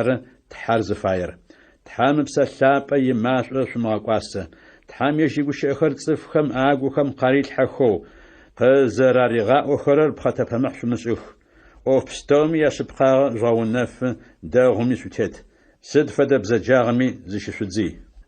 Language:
Adyghe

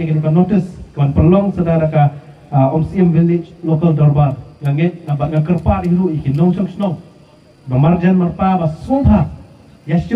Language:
Khasi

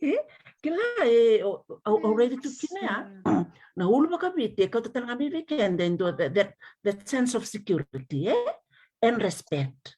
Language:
Fijian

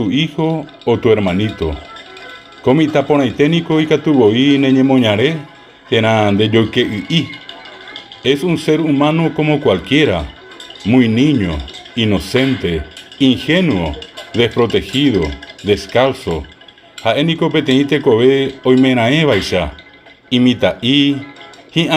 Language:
Guarani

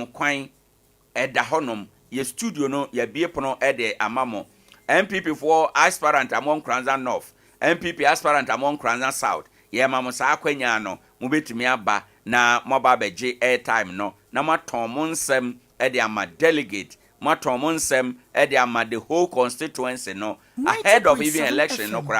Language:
Akan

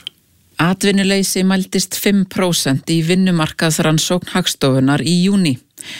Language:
Icelandic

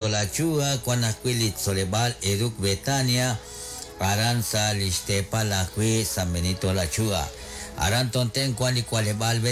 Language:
Kekchí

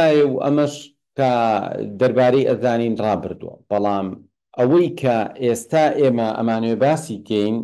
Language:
Central Kurdish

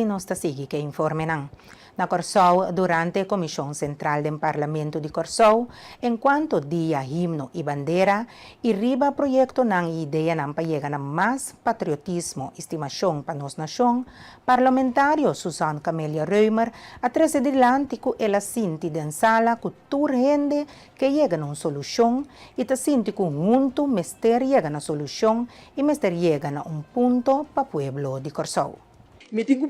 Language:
Papiamento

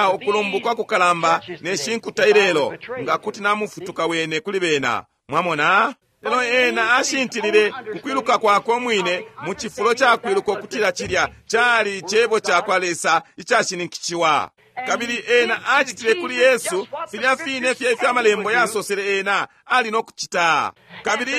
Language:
Bemba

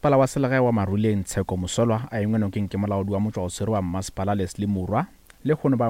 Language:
Northern Sotho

